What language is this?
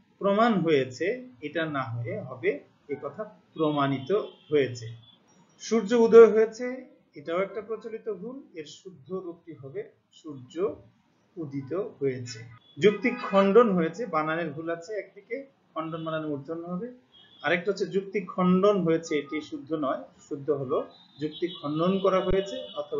Bangla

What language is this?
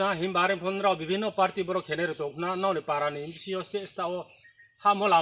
Riang (India)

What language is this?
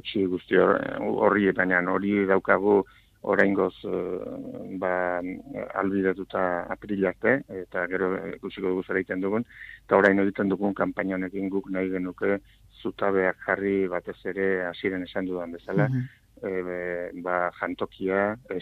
Basque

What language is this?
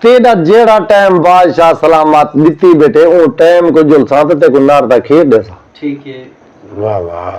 Saraiki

